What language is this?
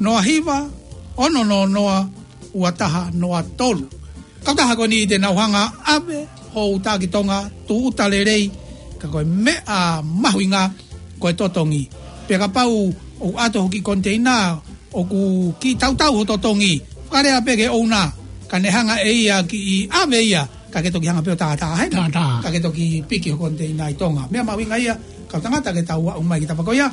Tongan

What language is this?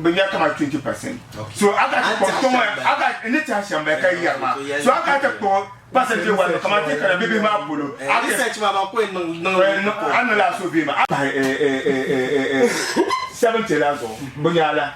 Dagbani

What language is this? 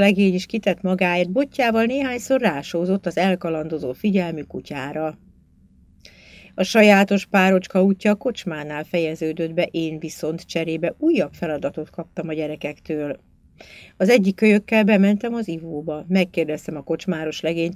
Hungarian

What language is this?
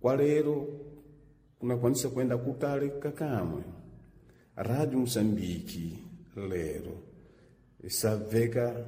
Sena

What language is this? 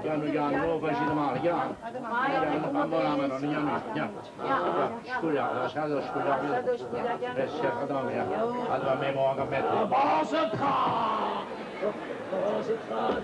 Neapolitan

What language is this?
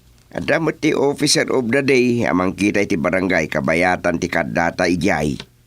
Iloko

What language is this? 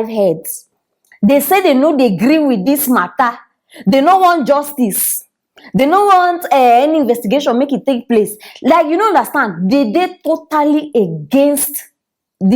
Nigerian Pidgin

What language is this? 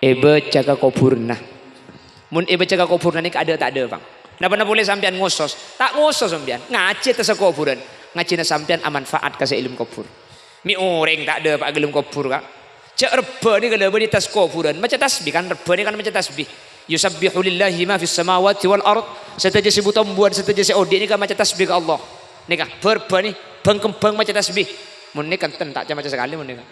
Madurese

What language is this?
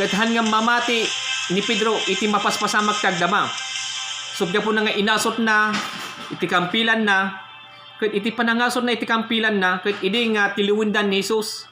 Iloko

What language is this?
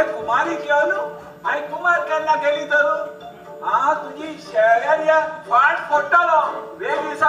Konkani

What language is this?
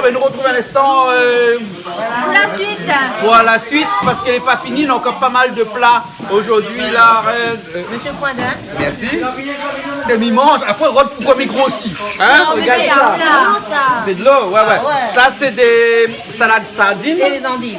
Réunion Creole French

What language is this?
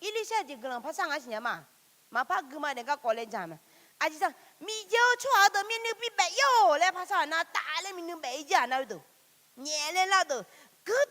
Akha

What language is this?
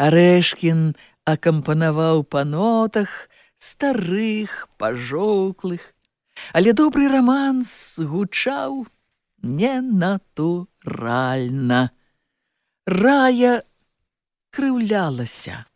Belarusian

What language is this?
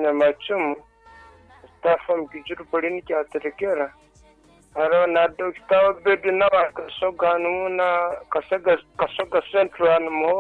Nyoro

